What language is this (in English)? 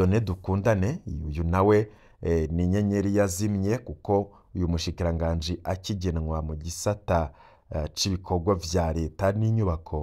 Rundi